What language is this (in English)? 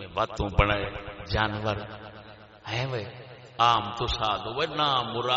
Saraiki